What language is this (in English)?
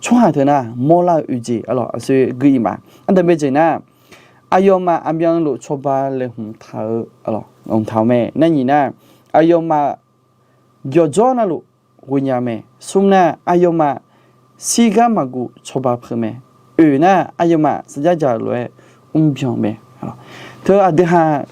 Akha